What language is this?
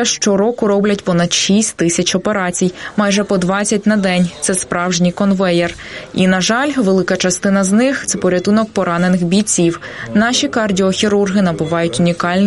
Ukrainian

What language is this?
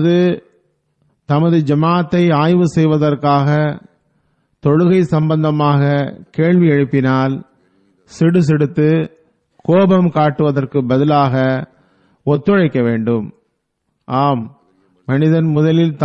Tamil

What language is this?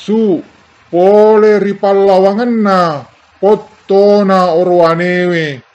Buginese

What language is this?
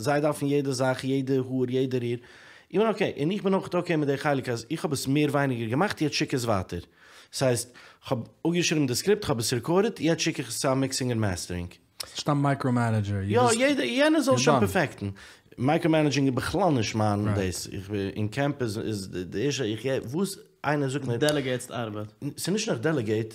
Yiddish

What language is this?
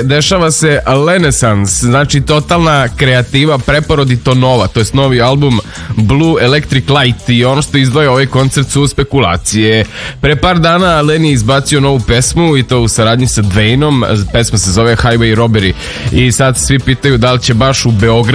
Serbian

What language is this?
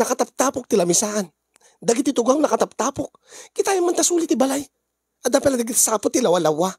Iloko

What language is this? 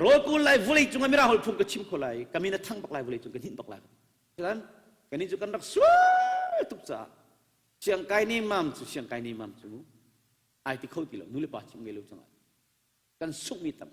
Hakha Chin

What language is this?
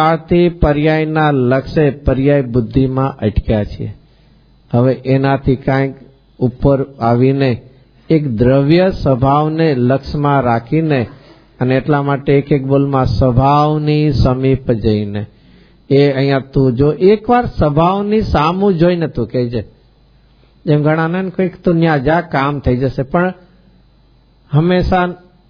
Gujarati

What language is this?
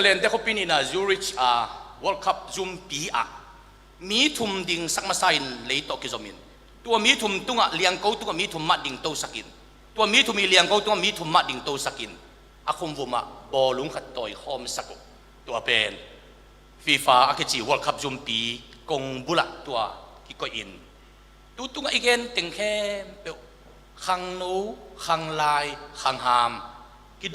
Tedim Chin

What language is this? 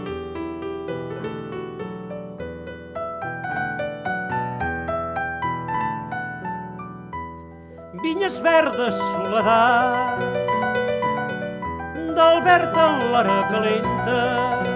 Catalan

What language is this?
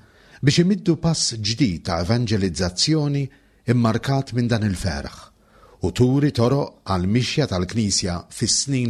Maltese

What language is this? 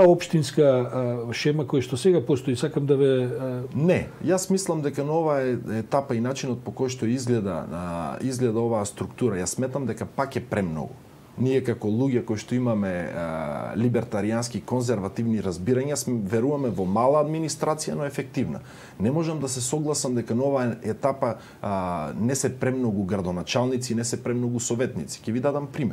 Macedonian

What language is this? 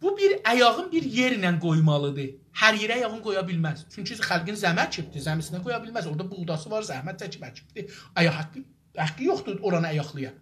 South Azerbaijani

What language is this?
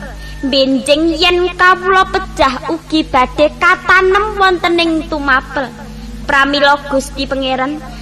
Javanese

